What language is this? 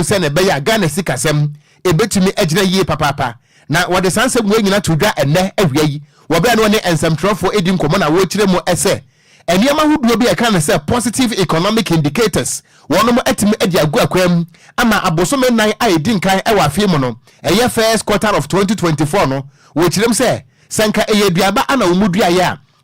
Akan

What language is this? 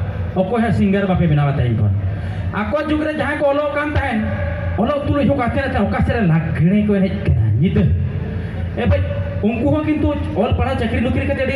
Santali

